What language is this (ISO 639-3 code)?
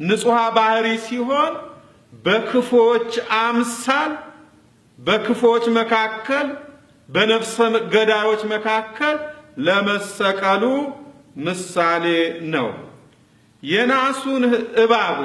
amh